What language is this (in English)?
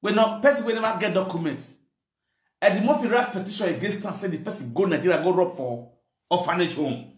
Nigerian Pidgin